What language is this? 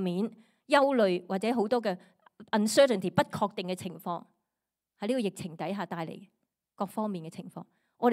Cantonese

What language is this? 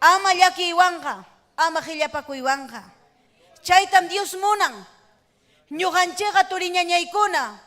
Ayacucho Quechua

